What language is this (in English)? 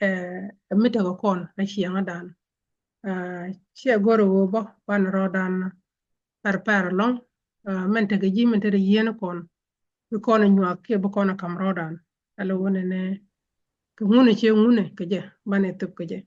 Nuer